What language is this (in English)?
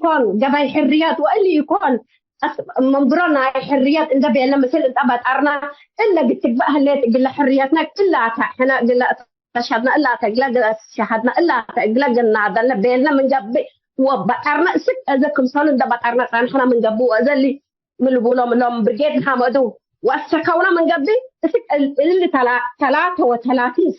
Tigre